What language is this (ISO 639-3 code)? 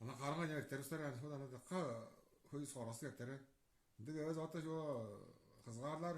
tyv